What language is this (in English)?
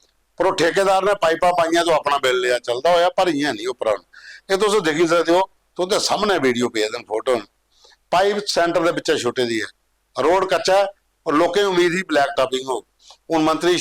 Dogri